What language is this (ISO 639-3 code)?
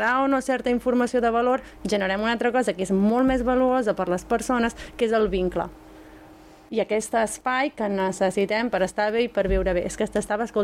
cat